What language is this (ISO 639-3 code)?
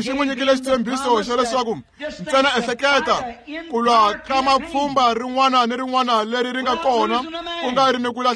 tso